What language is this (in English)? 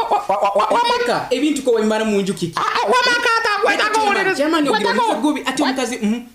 Nyoro